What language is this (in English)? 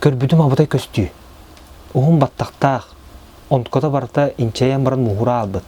Yakut